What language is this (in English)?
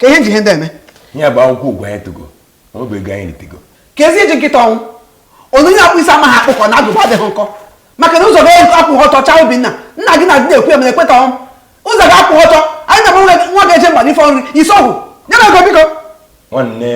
Igbo